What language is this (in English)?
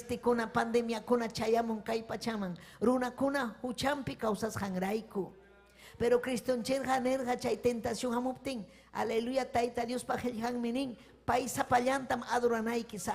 Ayacucho Quechua